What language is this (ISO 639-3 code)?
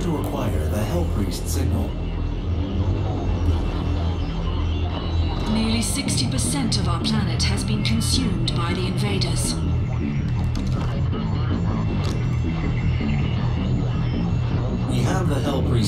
eng